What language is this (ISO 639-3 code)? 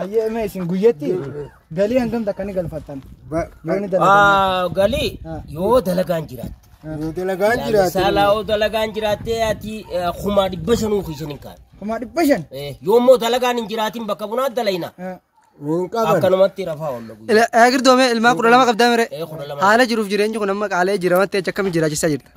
orm